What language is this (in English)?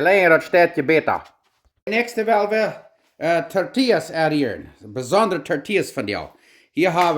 Plautdietsch